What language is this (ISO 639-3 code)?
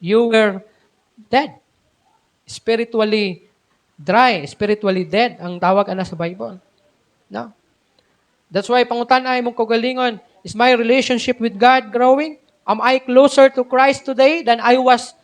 ceb